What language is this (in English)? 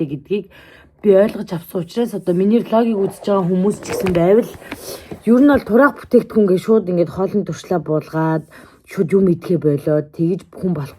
Mongolian